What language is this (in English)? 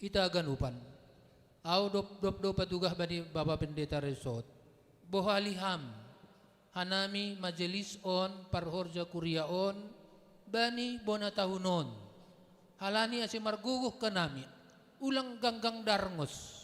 Batak Simalungun